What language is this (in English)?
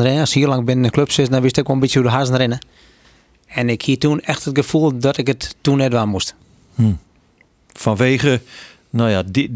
Western Frisian